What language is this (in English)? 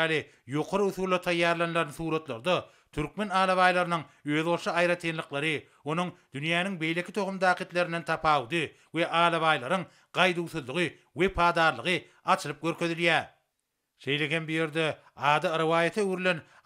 Turkmen